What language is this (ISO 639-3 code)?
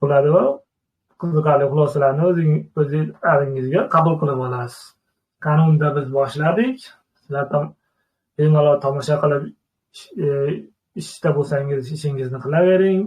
uzb